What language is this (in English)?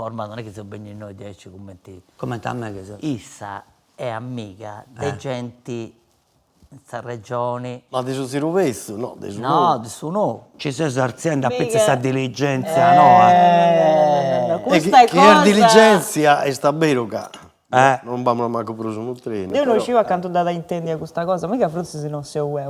Sardinian